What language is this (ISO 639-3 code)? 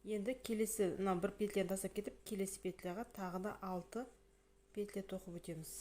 kaz